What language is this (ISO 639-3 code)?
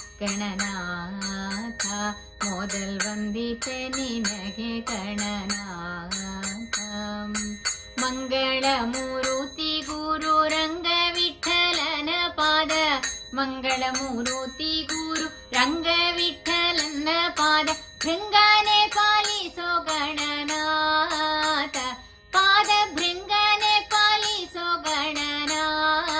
kan